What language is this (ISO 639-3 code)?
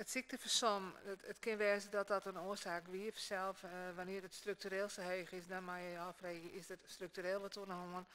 fry